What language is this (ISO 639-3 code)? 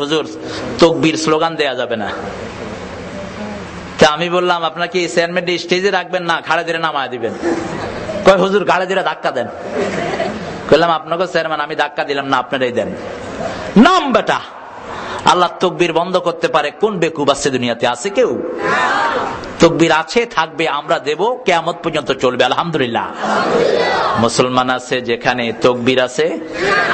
ben